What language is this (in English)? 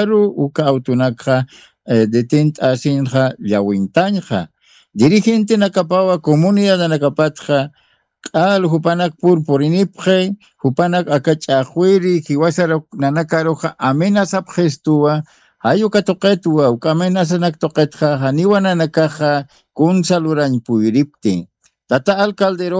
Aymara